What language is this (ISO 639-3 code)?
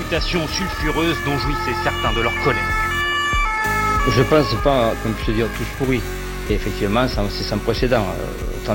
fra